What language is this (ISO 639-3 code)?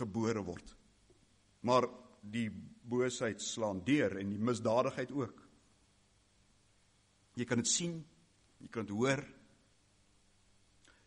afr